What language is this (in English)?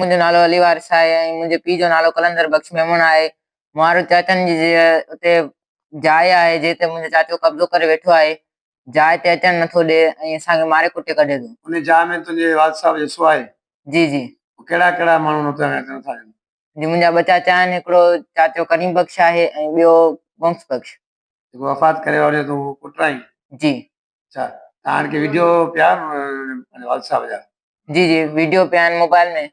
Sindhi